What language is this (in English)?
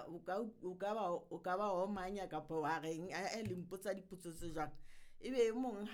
Southern Sotho